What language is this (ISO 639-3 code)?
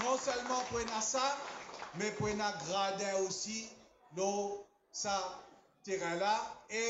mfe